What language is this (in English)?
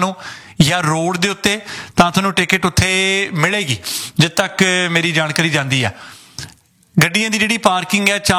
Punjabi